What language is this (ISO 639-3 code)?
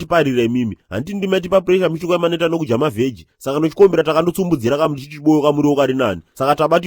sna